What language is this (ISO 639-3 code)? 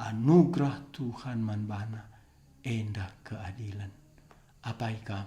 btx